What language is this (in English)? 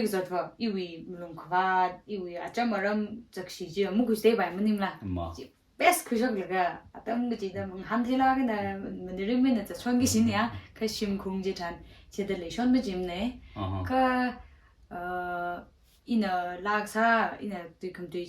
Tangkhul Naga (India)